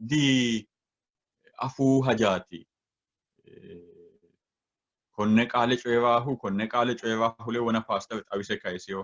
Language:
Sidamo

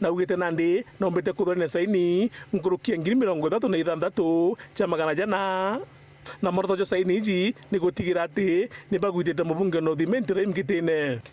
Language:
Meru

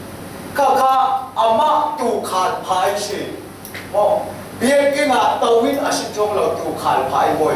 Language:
Falam Chin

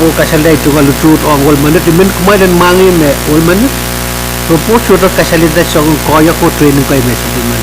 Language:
Pohnpeian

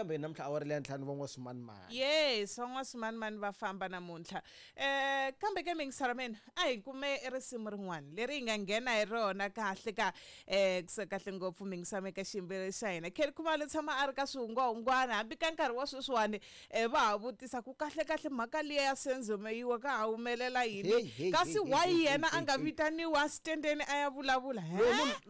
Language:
Tsonga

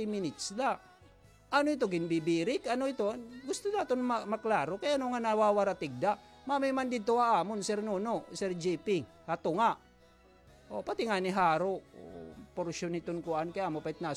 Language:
Waray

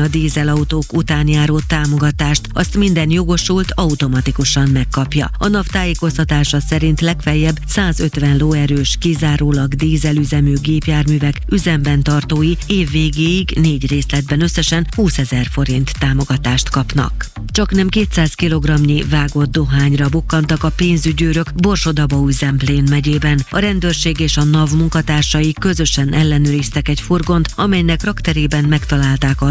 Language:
Hungarian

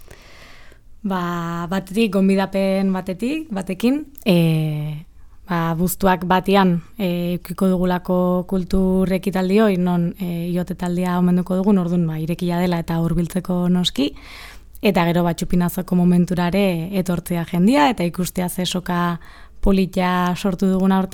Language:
Basque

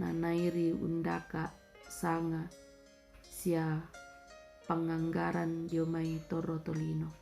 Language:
Toraja-Sa'dan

